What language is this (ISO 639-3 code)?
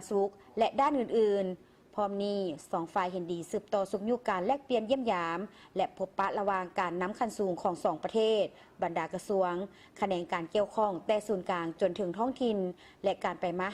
lao